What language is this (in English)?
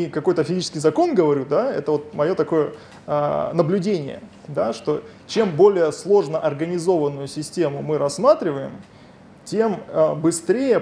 Russian